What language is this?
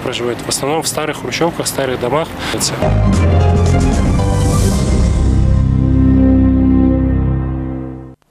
Kazakh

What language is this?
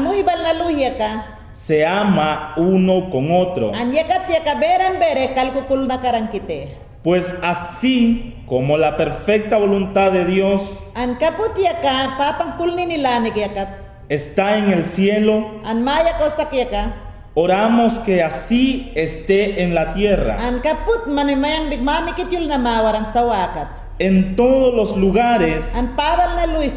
Mayangna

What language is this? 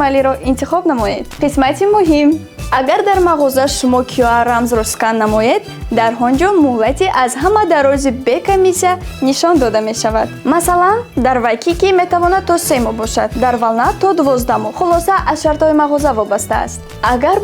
Tajik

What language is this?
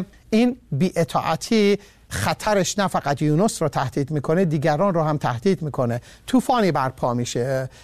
Persian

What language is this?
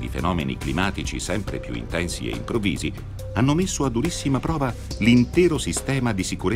Italian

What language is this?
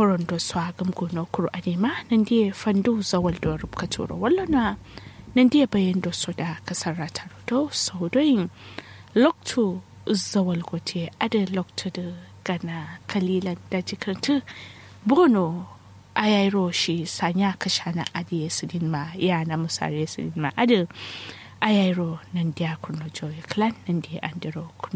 Kanuri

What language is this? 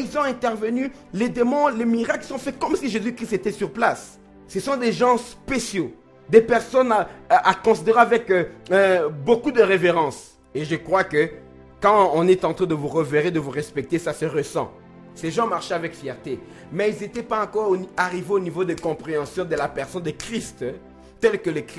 French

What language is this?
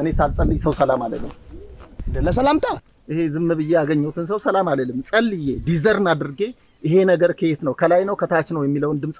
Amharic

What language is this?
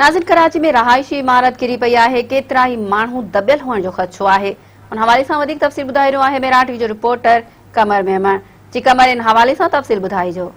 Sindhi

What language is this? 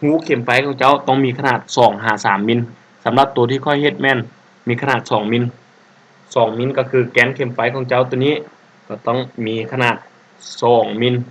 Lao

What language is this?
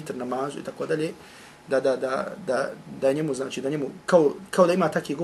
Bosnian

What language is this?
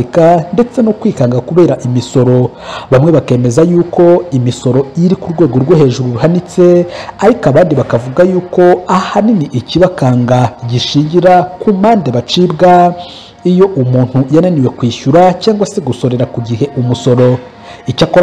Kinyarwanda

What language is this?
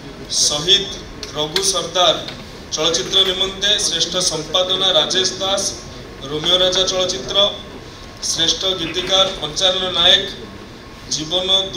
Odia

